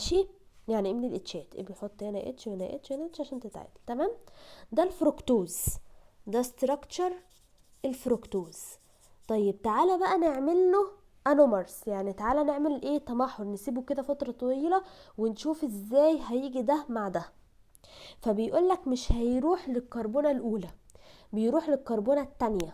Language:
Egyptian Arabic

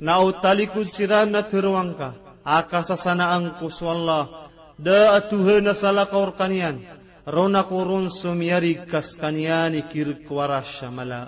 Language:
Maranao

